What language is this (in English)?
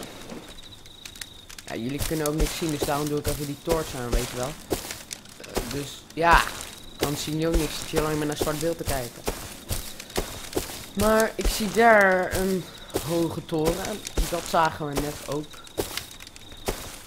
Dutch